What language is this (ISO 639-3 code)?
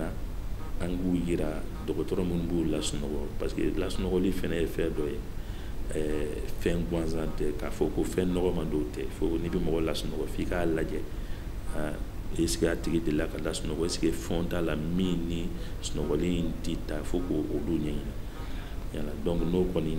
bam